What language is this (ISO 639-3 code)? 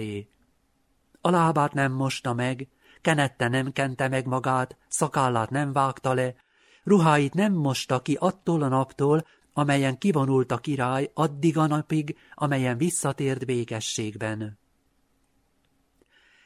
hun